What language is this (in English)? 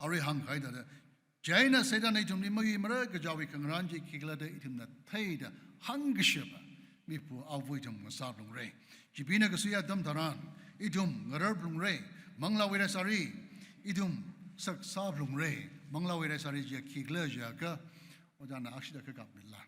Tangkhul Naga (India)